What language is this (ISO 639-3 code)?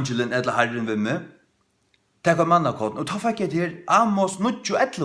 fao